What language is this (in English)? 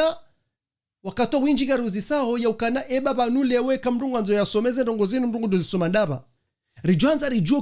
Ngazidja Comorian